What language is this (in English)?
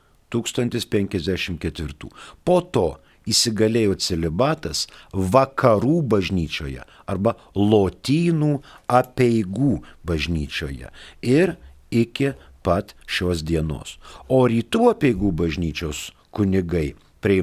Lithuanian